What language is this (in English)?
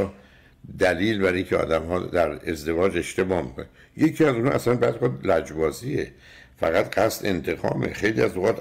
Persian